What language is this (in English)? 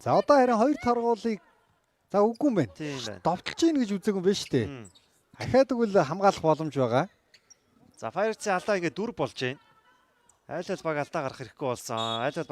Mongolian